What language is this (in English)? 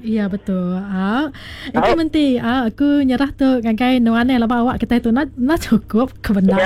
Iban